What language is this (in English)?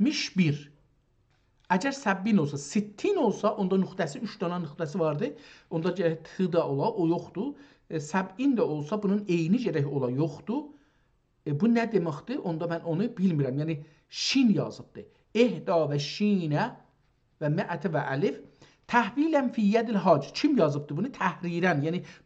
South Azerbaijani